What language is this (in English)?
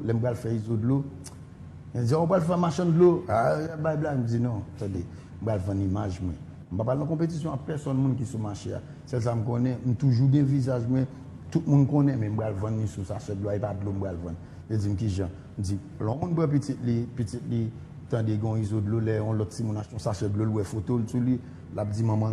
Haitian Creole